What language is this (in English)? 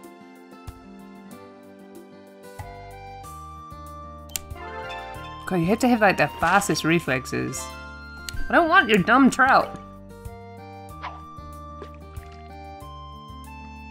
English